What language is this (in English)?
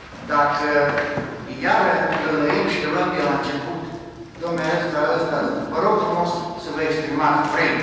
Romanian